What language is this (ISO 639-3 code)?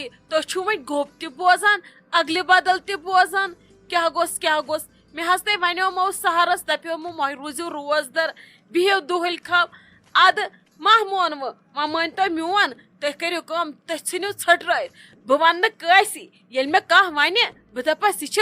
kas